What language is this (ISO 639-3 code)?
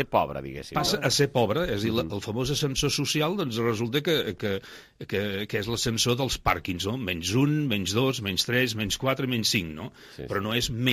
cat